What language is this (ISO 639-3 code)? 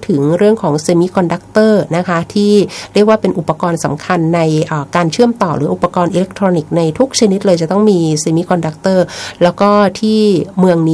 tha